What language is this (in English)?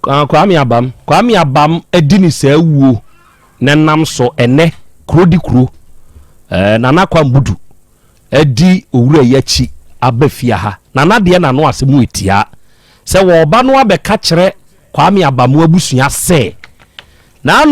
Akan